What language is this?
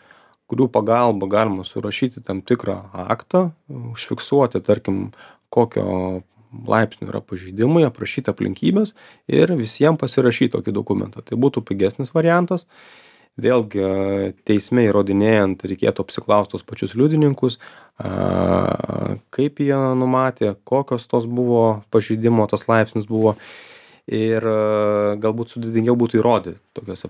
Lithuanian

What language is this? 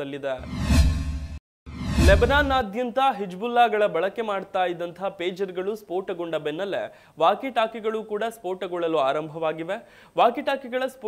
Kannada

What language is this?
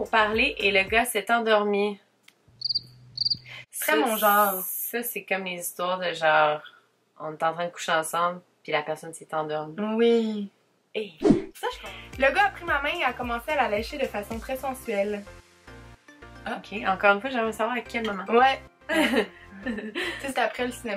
French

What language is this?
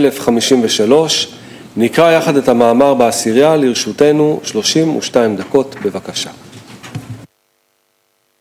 Hebrew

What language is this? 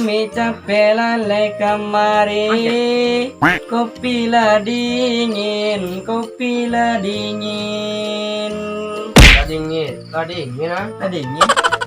Minangkabau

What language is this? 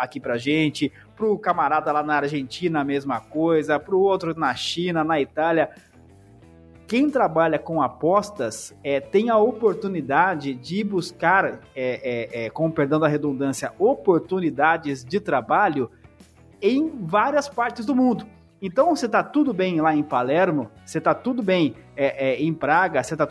Portuguese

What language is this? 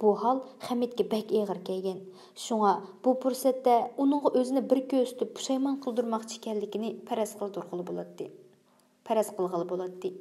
Uyghur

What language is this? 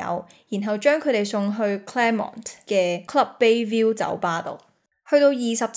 Cantonese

